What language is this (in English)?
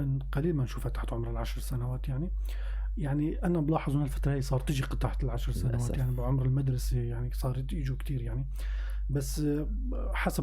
North Levantine Arabic